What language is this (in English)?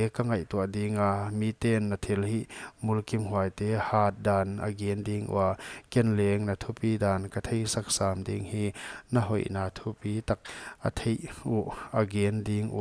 Paite Chin